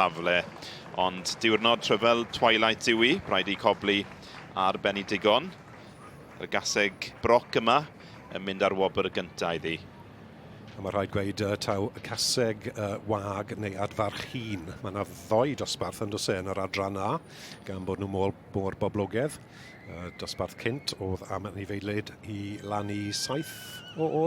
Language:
Welsh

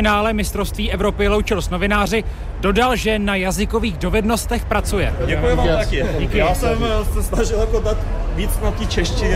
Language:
Czech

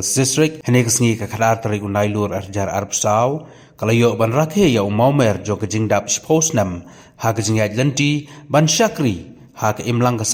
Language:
Khasi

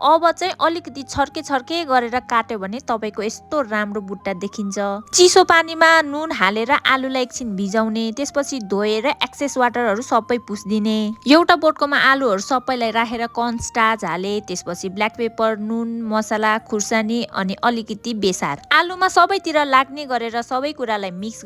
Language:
Nepali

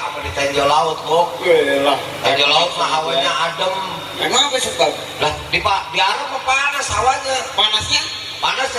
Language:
Betawi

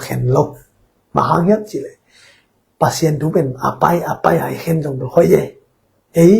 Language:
Tedim Chin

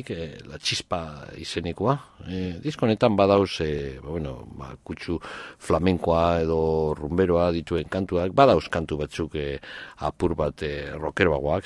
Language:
Basque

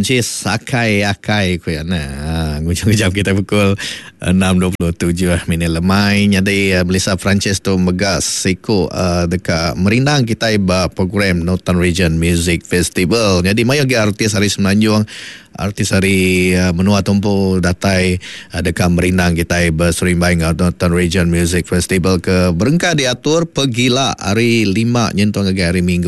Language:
Iban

